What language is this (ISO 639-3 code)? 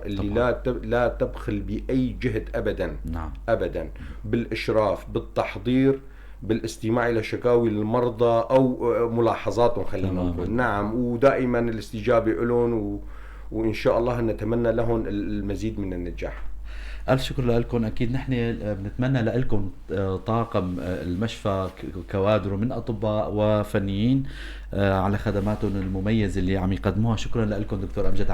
apc